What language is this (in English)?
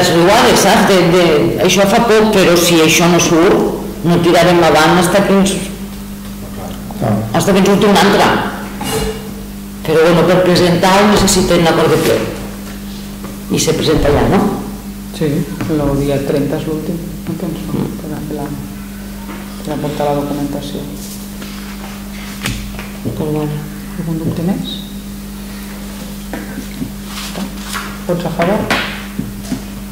Catalan